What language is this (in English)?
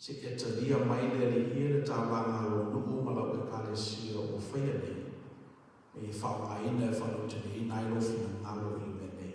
Samoan